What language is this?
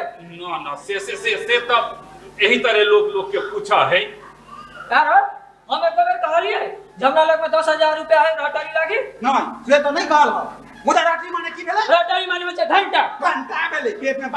Maithili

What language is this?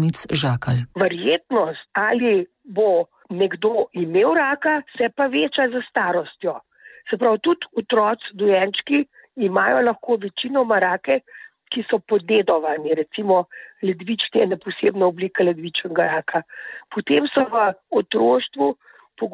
Slovenian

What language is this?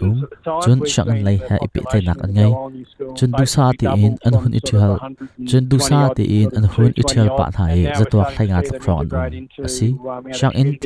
Hakha Chin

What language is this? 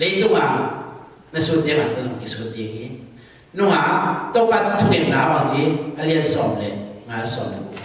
Tedim Chin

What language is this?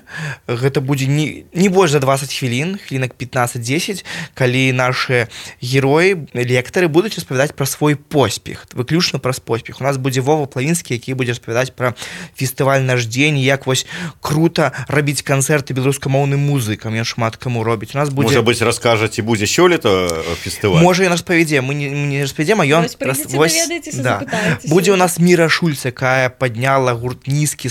Belarusian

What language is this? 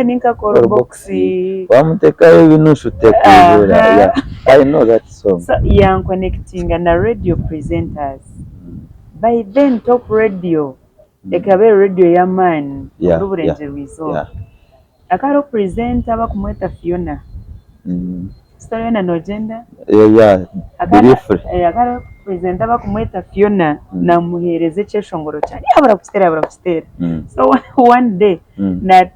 Nyankole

